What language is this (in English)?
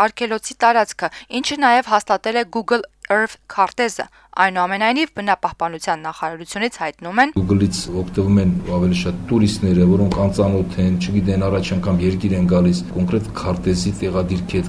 Armenian